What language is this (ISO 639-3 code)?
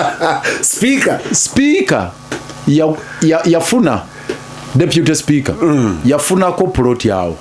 lug